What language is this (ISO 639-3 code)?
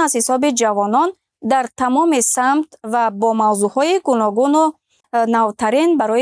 tgk